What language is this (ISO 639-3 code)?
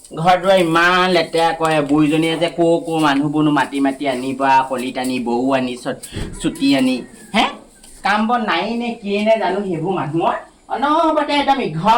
asm